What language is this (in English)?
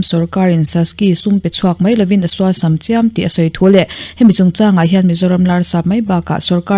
Mizo